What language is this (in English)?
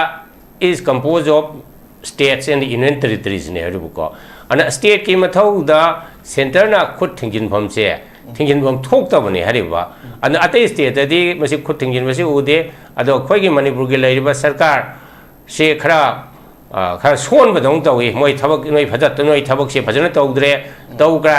Manipuri